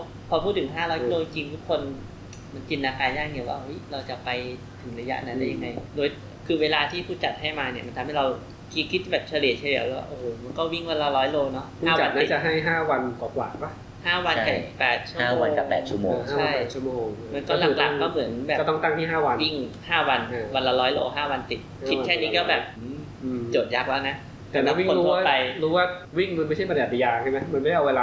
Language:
Thai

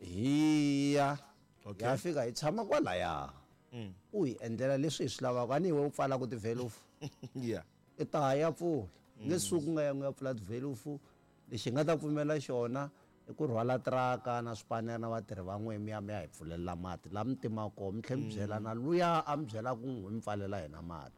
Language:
Tsonga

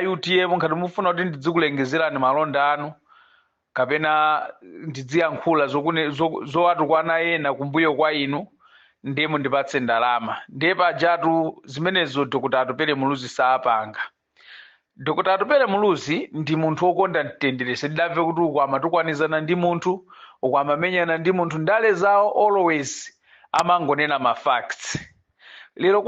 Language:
Nyanja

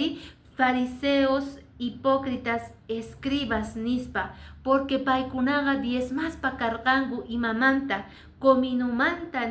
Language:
Quechua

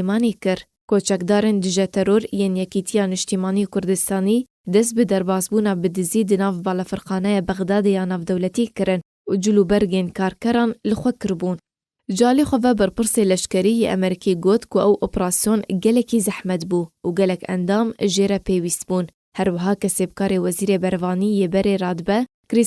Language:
Kurdish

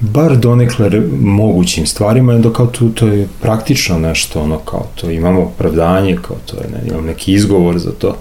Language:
Serbian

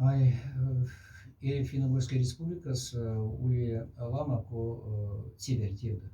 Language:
Moksha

